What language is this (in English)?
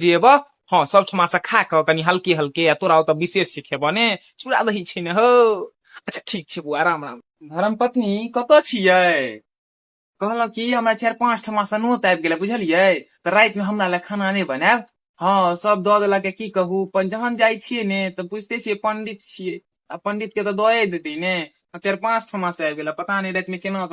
Maithili